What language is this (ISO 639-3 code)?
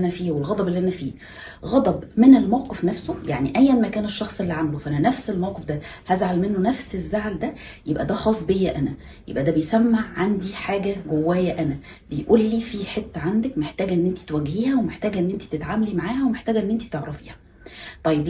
arz